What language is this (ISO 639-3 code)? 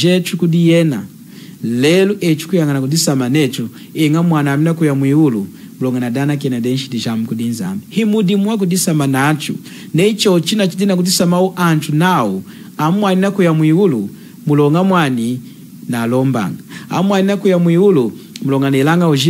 lun